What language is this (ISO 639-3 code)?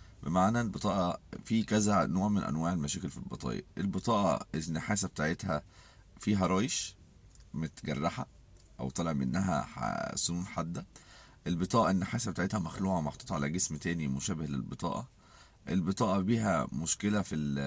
arz